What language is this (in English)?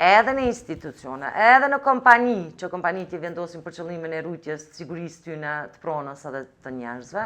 Albanian